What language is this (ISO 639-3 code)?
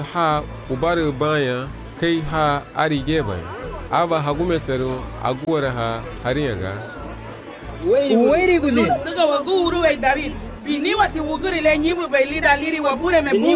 cab